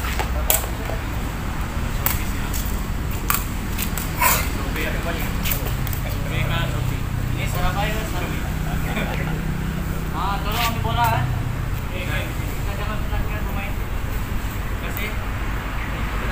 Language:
Malay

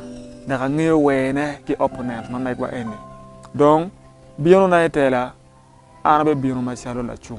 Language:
Acoli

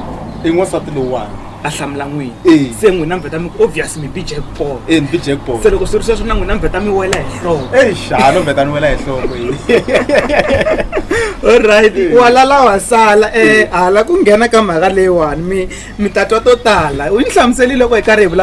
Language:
Tsonga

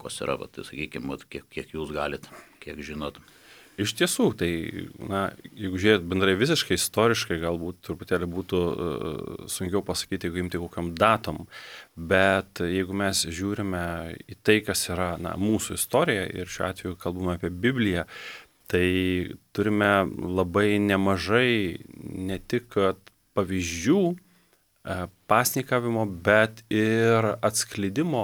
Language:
Lithuanian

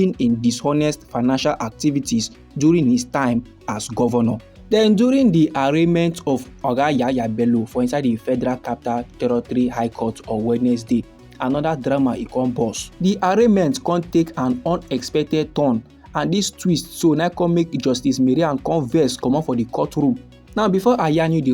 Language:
Nigerian Pidgin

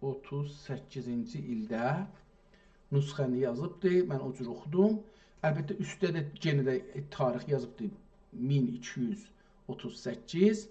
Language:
South Azerbaijani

